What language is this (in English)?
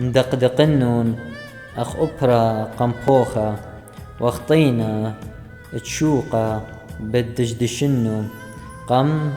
Assyrian Neo-Aramaic